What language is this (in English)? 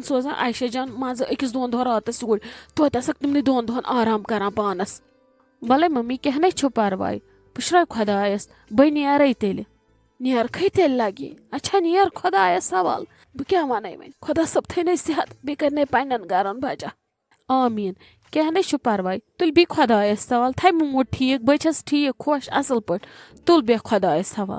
Kashmiri